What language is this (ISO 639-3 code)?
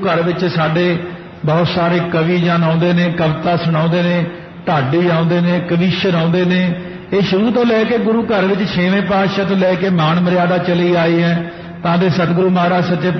pan